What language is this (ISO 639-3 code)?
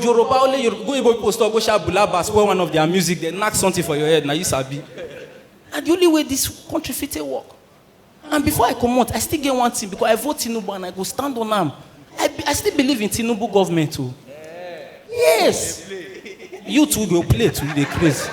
pcm